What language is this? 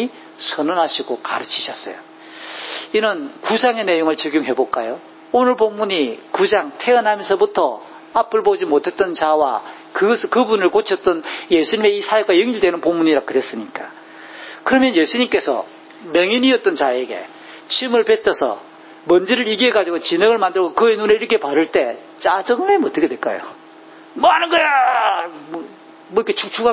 Korean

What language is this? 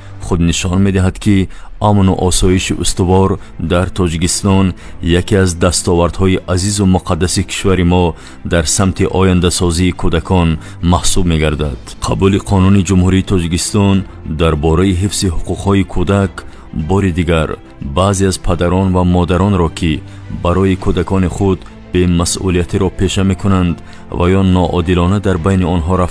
Tajik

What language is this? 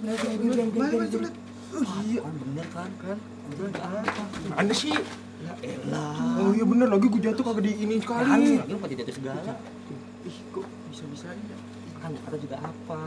Betawi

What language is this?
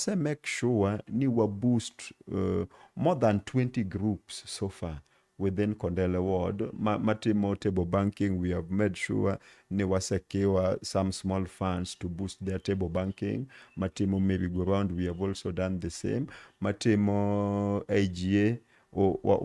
Luo (Kenya and Tanzania)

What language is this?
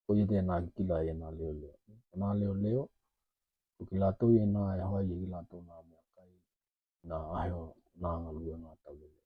Tokelau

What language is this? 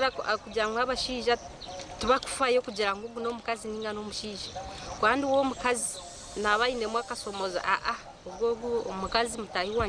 Nyankole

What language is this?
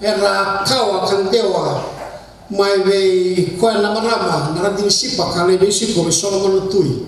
Fijian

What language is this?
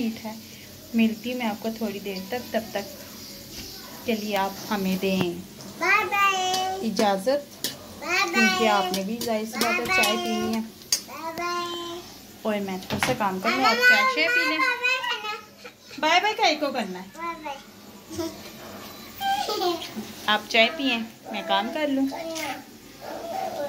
Hindi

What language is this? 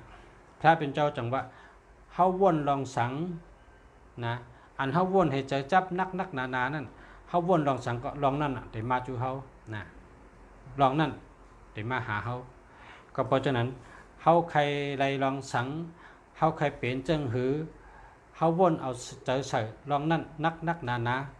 Shan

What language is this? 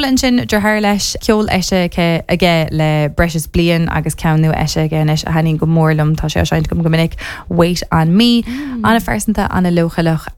Irish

